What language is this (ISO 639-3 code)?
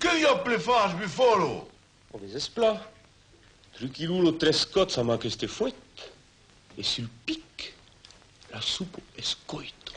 oci